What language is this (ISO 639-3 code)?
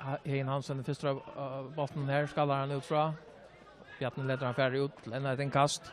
fao